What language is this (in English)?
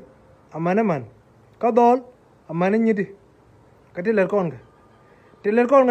Nuer